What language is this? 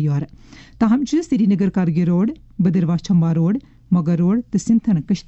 Kashmiri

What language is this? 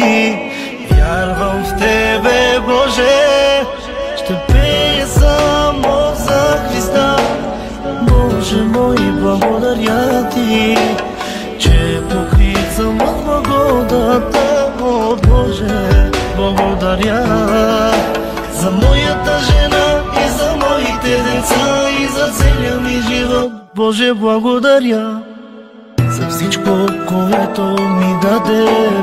Bulgarian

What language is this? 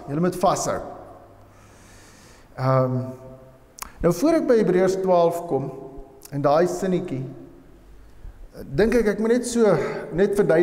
Afrikaans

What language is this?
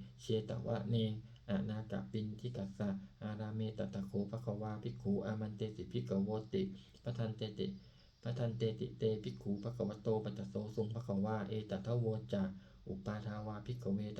Pali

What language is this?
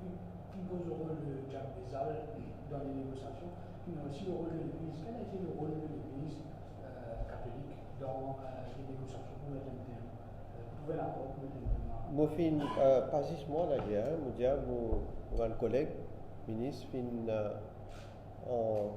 Morisyen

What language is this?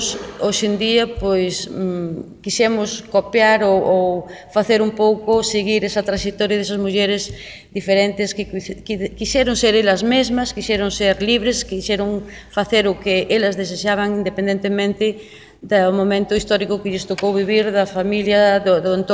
Galician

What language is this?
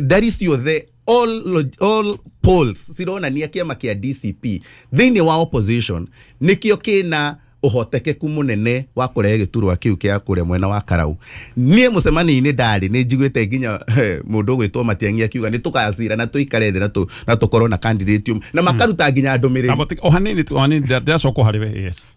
Kikuyu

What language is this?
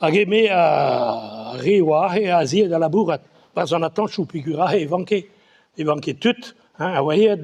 Breton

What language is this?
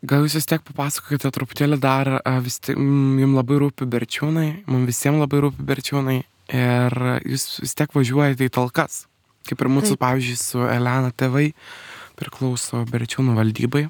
Lithuanian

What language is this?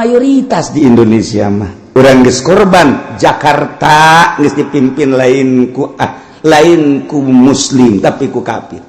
Sundanese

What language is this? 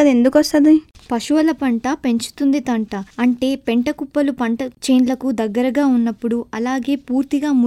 Telugu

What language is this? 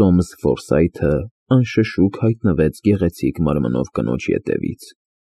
Armenian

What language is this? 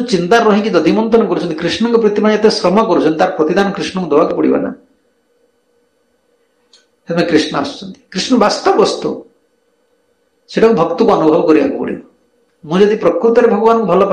Odia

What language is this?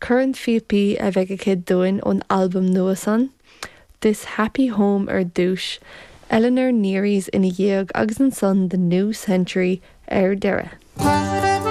Irish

